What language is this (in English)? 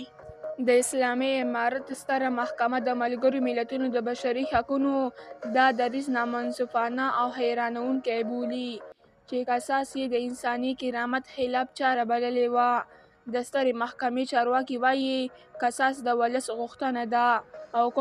Pashto